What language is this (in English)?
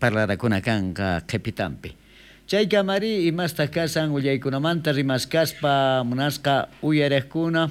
South Bolivian Quechua